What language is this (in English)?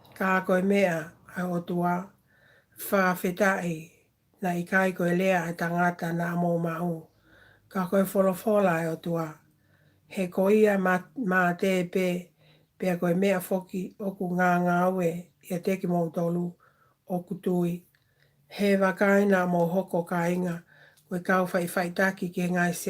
Tongan